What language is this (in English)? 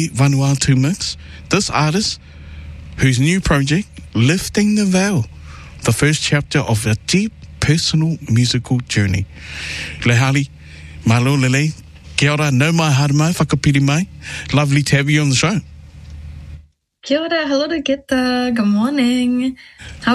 English